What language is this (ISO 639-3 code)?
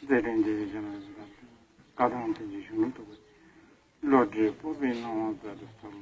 bod